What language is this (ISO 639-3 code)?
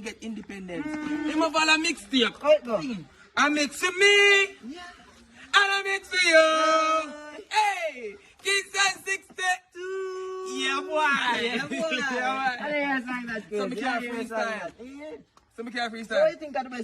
jam